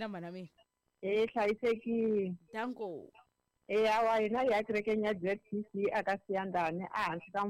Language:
Tsonga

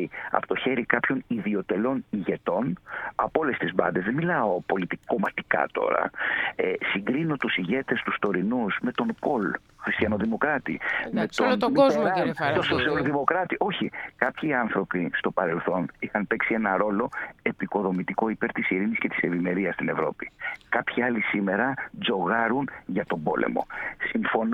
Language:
Greek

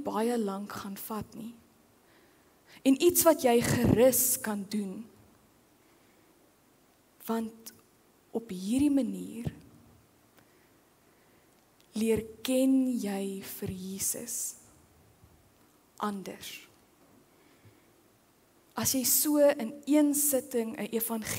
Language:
Afrikaans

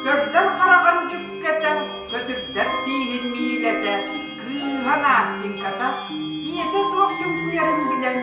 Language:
Yakut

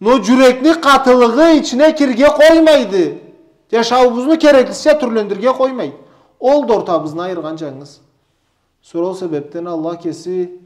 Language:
Karachay-Balkar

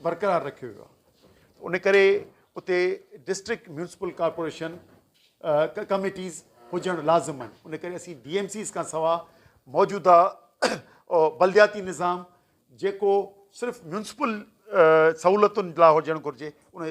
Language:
Sindhi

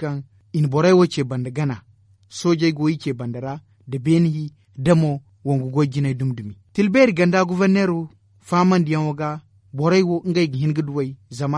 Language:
Zarma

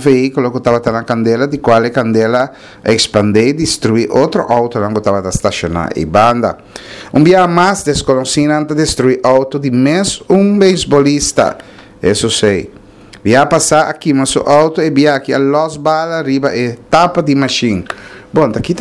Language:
Papiamento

